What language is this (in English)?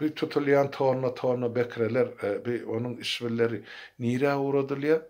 Turkmen